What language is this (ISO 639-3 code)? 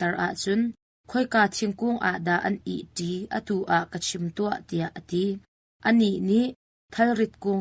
cnh